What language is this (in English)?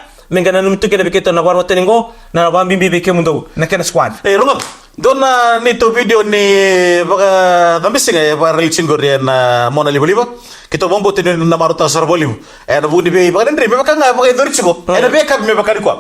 Fijian